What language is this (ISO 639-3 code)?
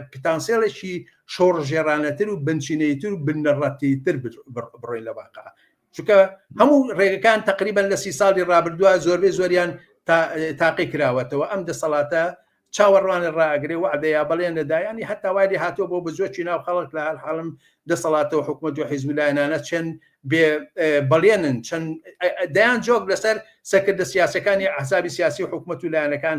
ckb